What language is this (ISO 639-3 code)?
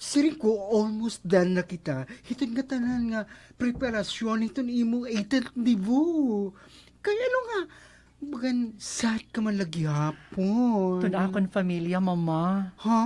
war